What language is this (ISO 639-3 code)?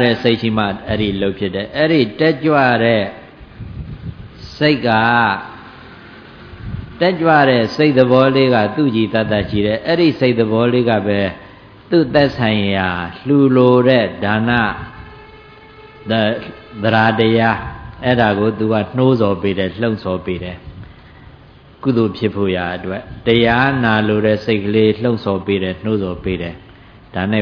mya